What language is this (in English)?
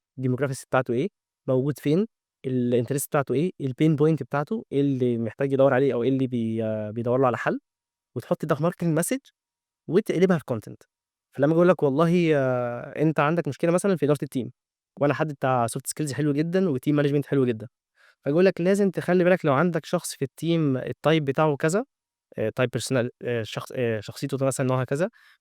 Egyptian Arabic